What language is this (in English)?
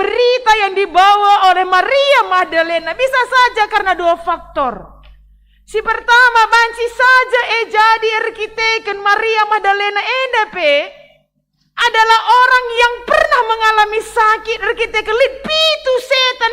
Batak Karo